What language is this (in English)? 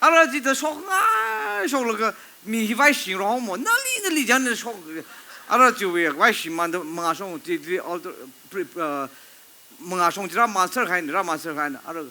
Tangkhul Naga (India)